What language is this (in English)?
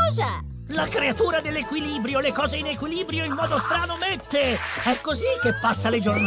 Italian